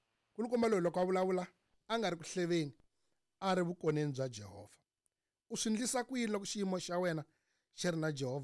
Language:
Tsonga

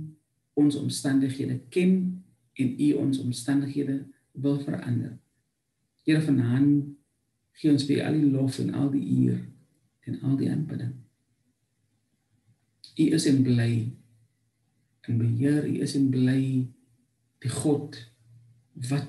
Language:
Afrikaans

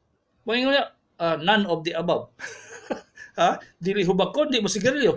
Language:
Cebuano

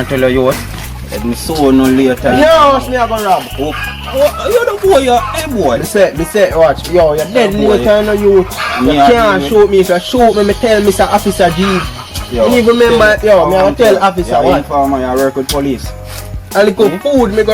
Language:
Jamaican Creole English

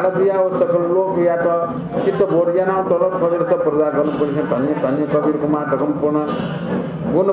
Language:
Newari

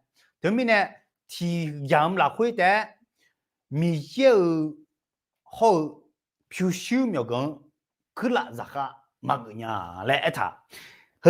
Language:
Akha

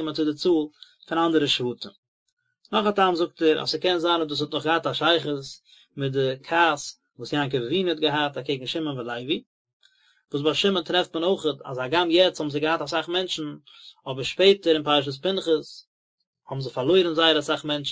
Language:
Yiddish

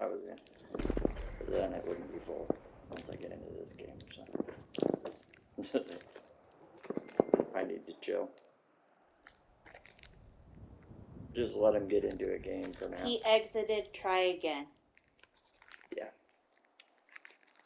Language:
English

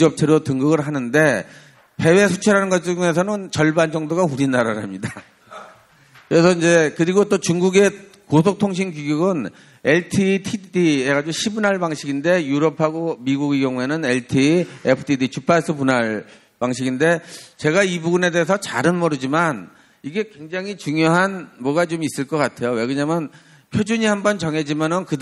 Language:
Korean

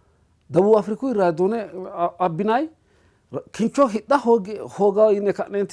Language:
Sidamo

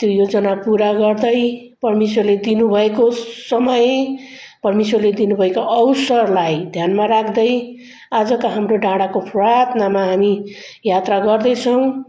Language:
Nepali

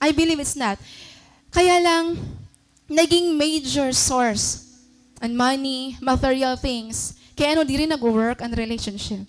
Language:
Waray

